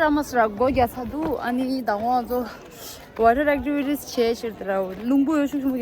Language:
Tibetan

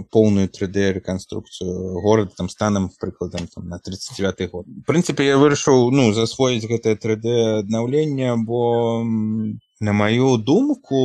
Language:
Belarusian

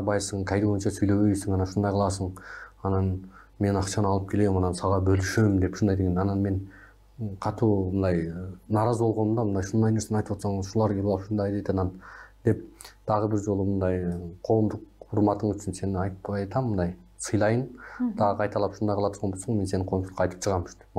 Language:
Kyrgyz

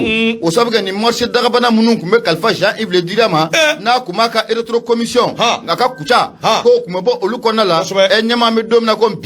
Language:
Bambara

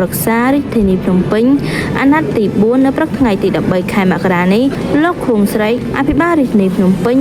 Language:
Khmer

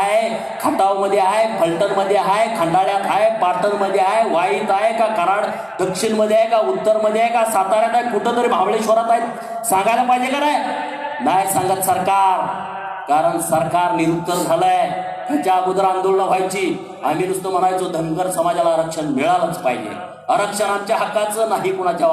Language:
Marathi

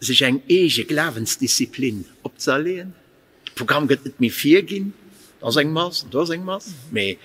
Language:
Luxembourgish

